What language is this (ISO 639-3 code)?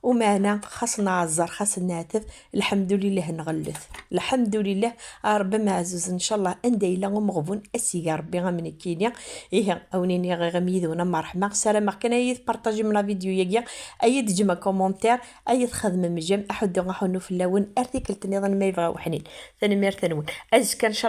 kab